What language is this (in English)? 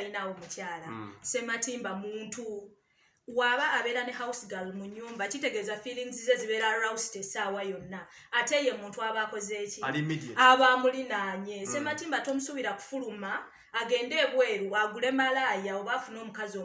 Ganda